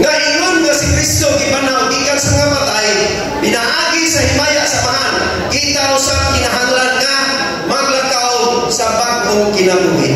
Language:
Cebuano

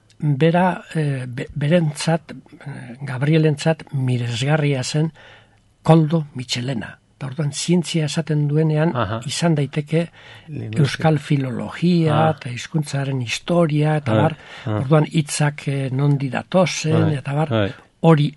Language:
Basque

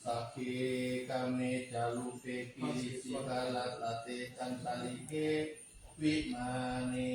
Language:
Pali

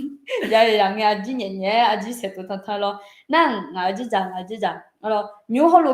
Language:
Akha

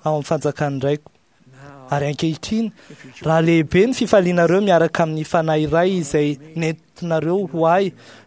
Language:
Malagasy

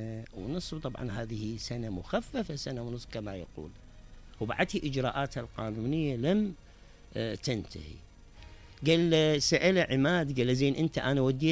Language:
Mesopotamian Arabic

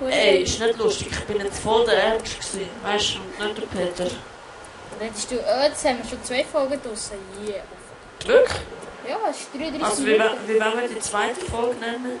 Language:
Swiss German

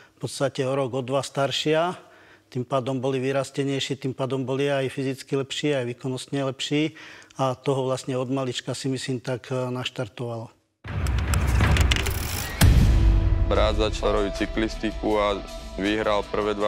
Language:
Slovak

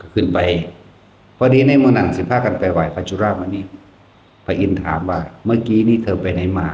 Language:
Northeastern Thai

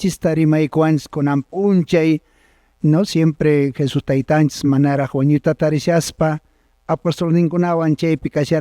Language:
Quechua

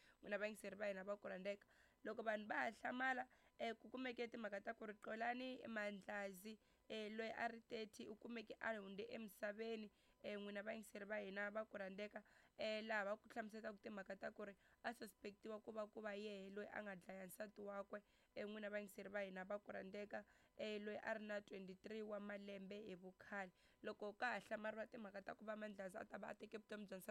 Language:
Tsonga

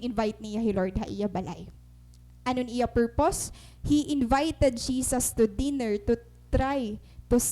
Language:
Waray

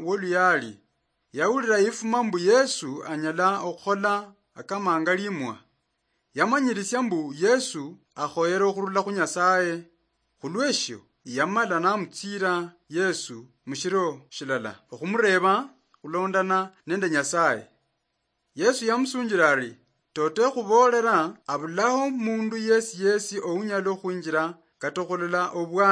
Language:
Luyia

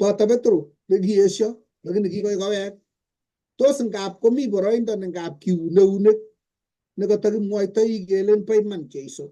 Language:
Kalenjin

